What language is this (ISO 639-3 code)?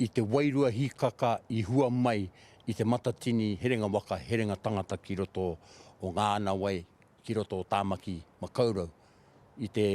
mri